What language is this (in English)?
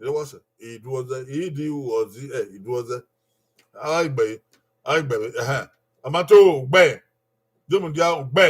Bini